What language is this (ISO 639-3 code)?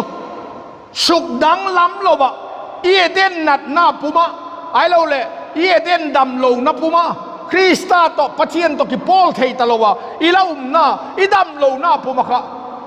vap